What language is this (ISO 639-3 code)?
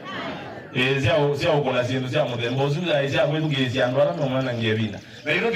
kam